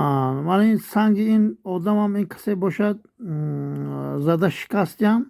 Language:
Tajik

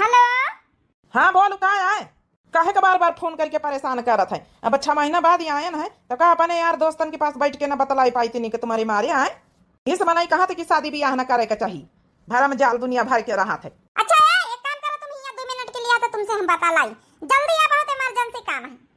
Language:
Awadhi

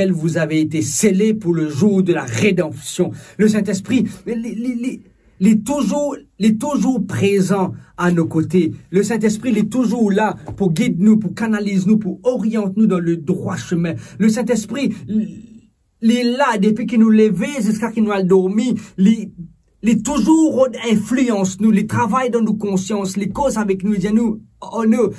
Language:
Morisyen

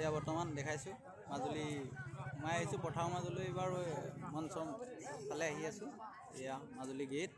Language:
Assamese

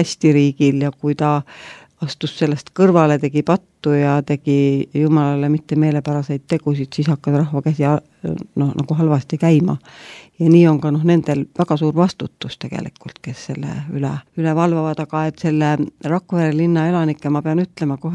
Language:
Estonian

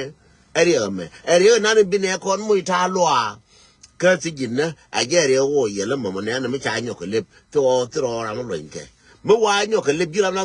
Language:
Nuer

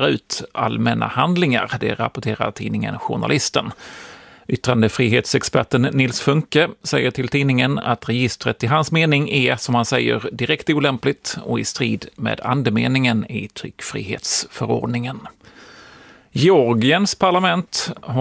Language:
Swedish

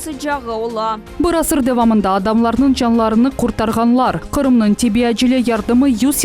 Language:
Crimean Tatar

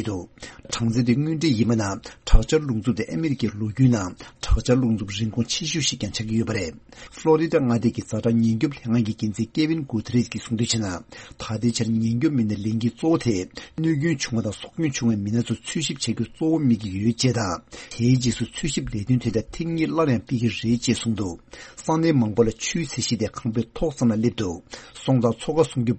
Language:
Tibetan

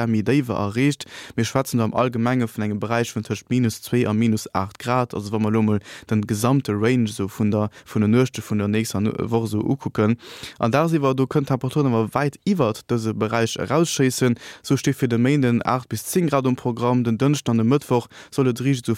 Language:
Luxembourgish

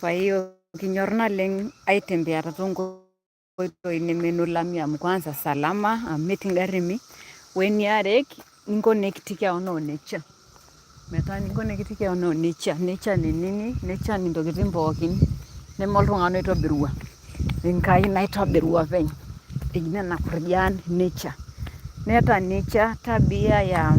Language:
Masai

